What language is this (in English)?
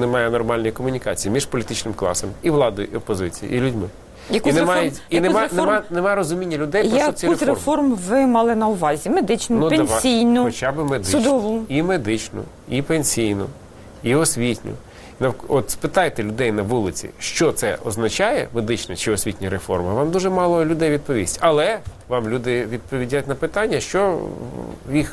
Ukrainian